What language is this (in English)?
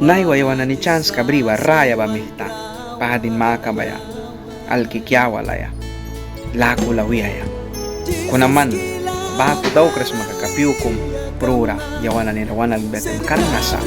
Mískito